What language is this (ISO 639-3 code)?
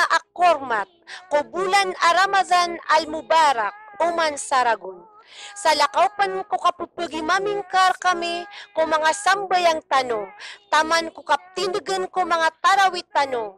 mrw